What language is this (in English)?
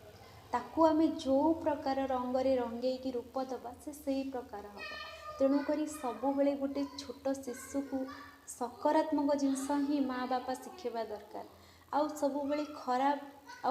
Odia